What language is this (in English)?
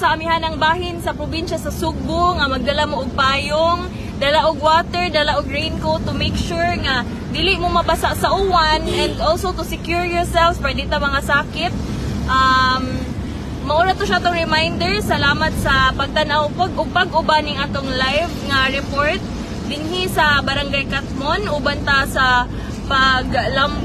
Cebuano